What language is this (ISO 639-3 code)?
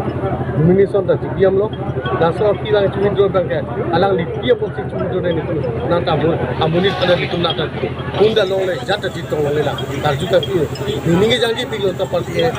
mjw